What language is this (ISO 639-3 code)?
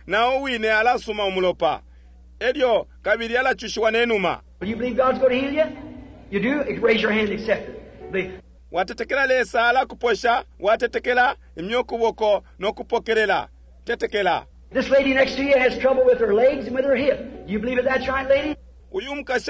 bem